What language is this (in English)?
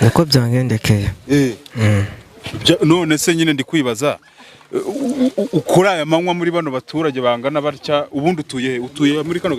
Kinyarwanda